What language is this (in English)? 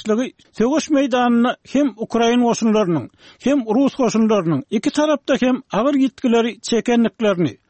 Turkmen